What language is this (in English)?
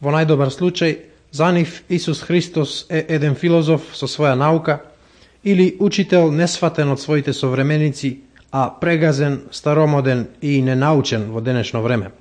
Macedonian